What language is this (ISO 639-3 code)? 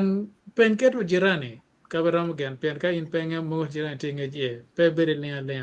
ach